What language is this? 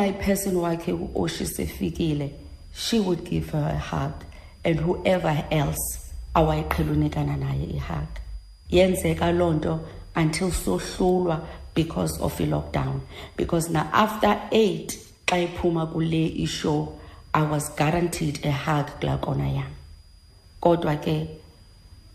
Xhosa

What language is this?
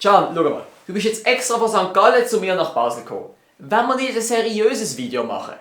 Swiss German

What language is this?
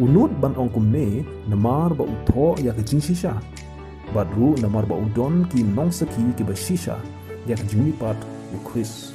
Khasi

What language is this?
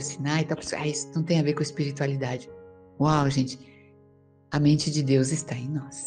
Portuguese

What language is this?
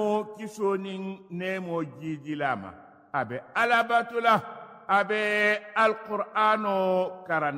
Mandingo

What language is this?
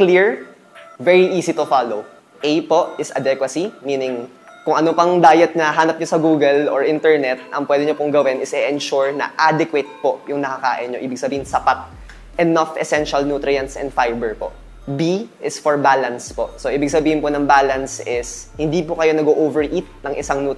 Filipino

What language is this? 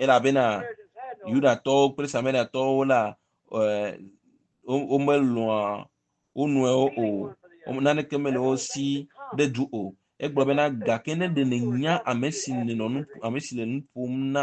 Ewe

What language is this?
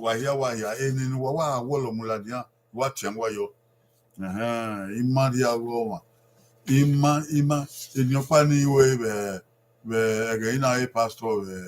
Bini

